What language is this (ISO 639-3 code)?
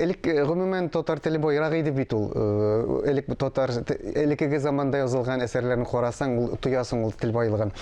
tat